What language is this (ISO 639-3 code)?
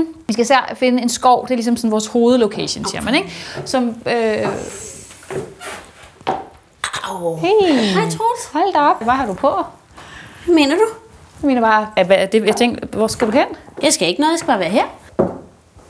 dan